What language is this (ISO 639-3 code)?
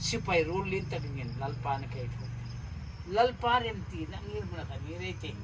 hmr